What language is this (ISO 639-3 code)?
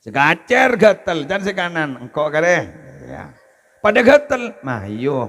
mad